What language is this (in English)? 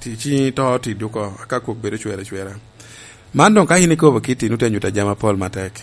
Lango (Uganda)